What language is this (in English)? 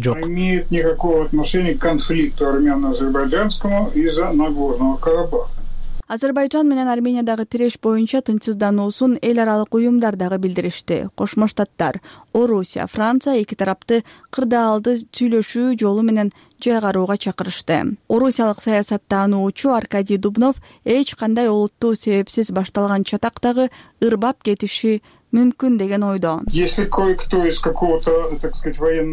Kyrgyz